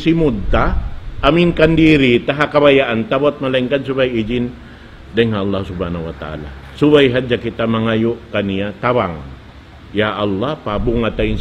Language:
Tausug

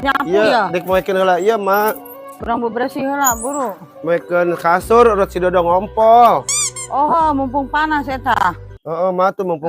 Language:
Sundanese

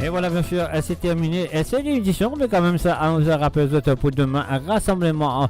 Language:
Morisyen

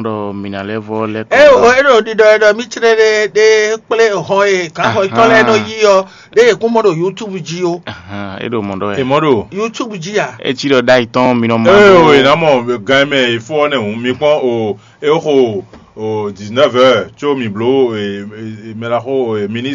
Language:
Fon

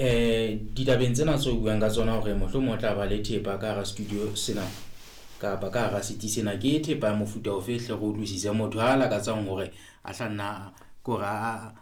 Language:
Southern Sotho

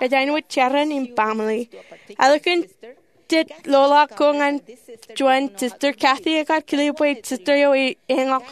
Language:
Marshallese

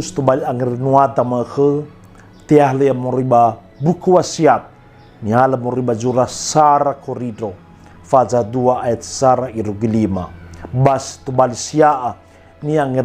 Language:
Nias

